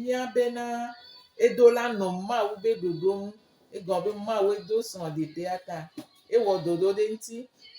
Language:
Gen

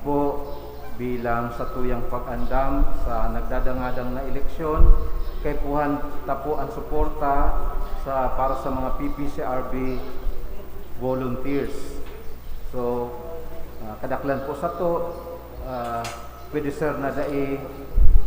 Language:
Bikol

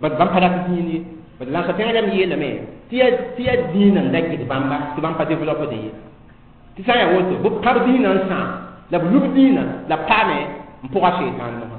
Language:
Mossi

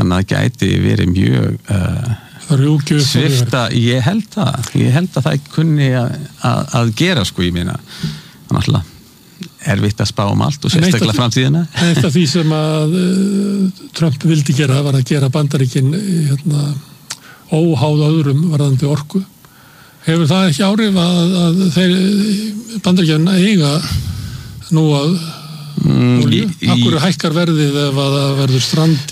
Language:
Icelandic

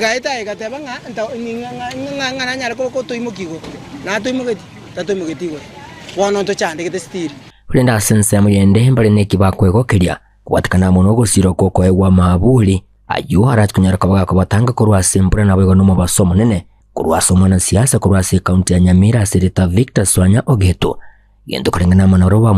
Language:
Gusii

